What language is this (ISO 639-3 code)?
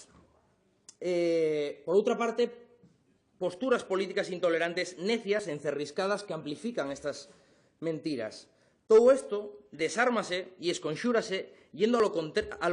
ast